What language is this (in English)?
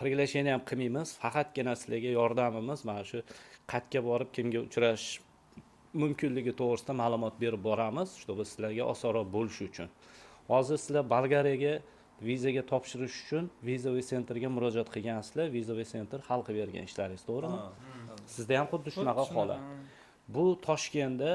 Uzbek